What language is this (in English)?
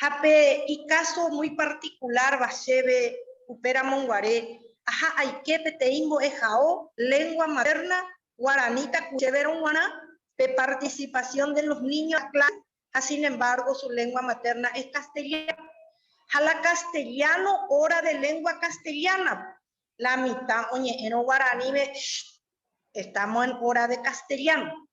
Guarani